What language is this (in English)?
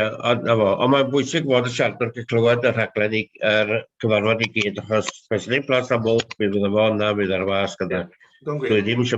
Welsh